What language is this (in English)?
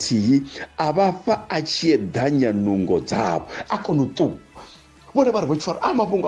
Venda